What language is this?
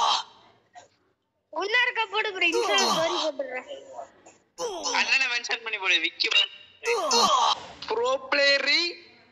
Tamil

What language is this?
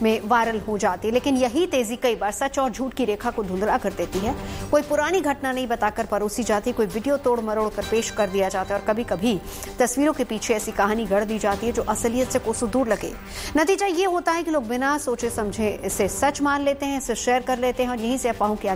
Hindi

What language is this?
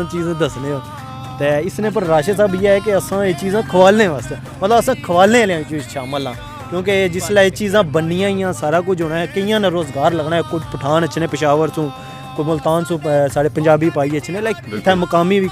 Pahari-Potwari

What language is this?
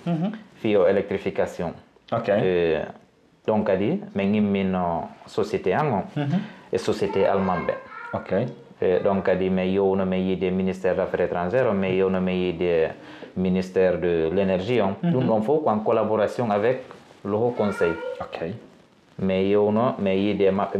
Fula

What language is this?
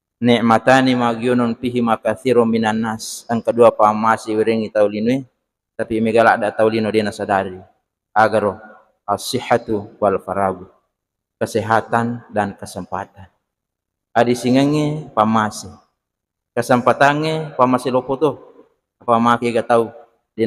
Buginese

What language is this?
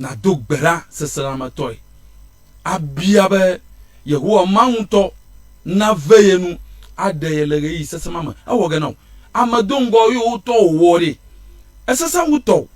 Ewe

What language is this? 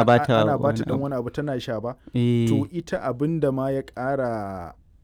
Hausa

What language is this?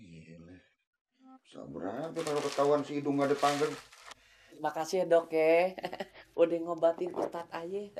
Betawi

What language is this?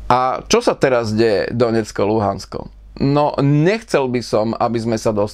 Slovak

